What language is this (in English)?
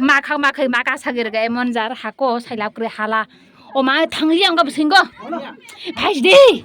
Kok Borok